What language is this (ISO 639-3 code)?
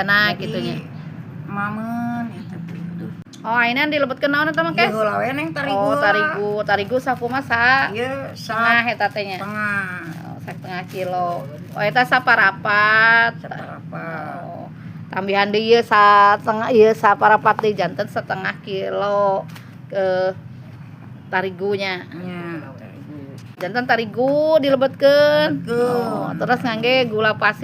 sun